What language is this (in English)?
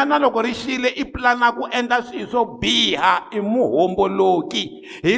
Tsonga